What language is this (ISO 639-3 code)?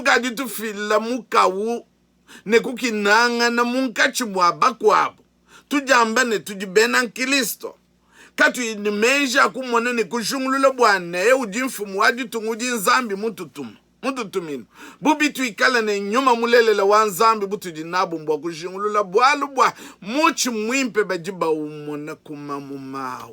lua